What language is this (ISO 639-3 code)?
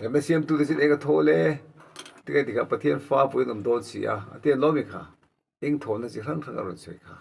lus